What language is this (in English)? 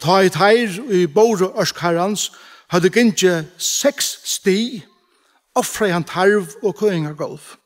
Faroese